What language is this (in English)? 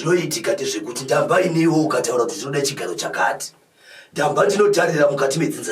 Shona